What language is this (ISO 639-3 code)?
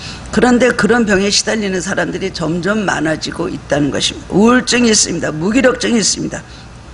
kor